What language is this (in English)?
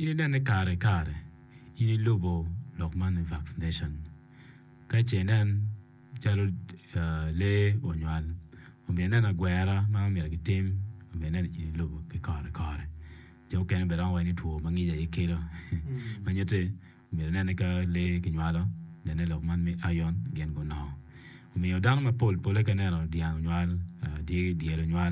Acoli